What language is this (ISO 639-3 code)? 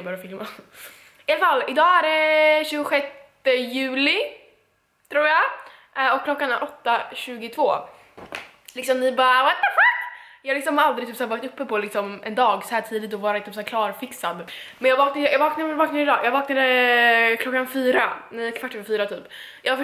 swe